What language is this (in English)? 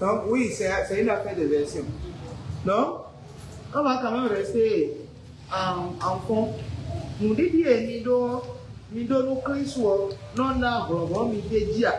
Fon